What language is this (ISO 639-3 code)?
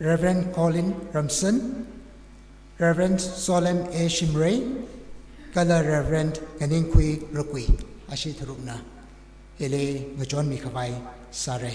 nmf